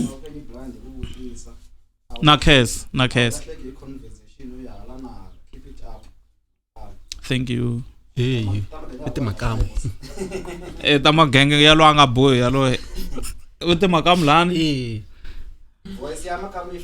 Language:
Tsonga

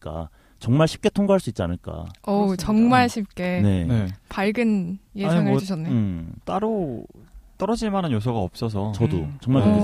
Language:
Korean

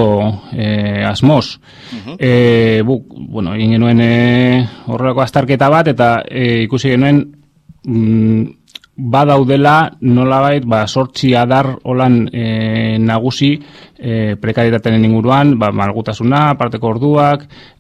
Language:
Basque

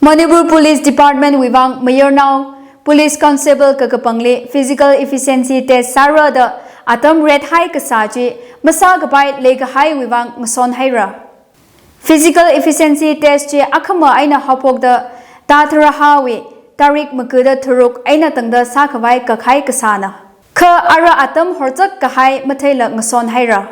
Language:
Tangkhul Naga (India)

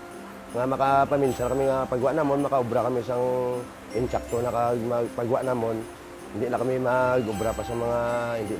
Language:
Hiligaynon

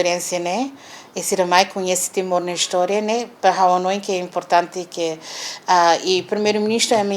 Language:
Tetum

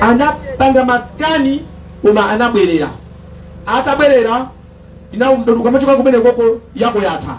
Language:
Nyanja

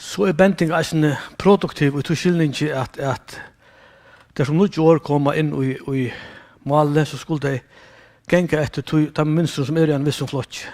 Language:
Faroese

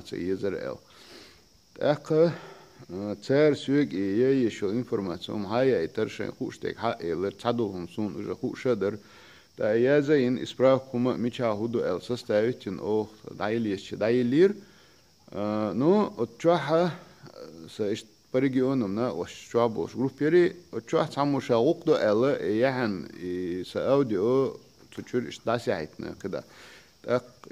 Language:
Chechen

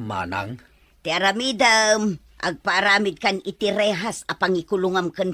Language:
Iloko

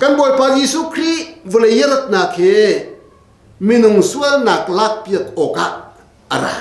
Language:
Hakha Chin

